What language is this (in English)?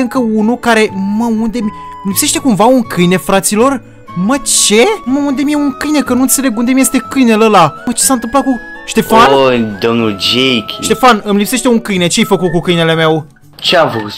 Romanian